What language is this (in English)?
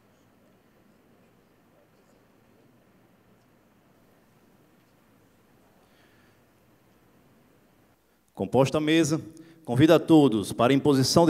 Portuguese